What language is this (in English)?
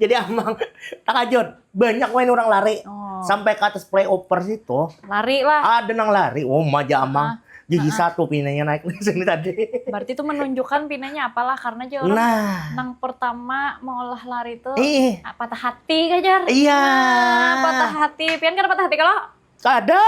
Banjar